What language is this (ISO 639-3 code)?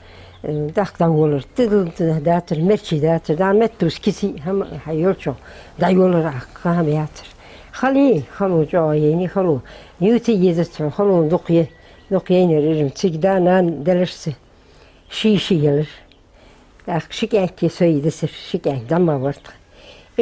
inh